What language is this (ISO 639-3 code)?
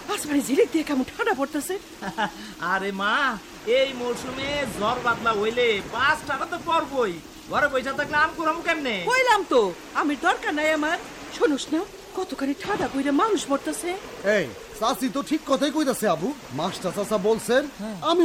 ben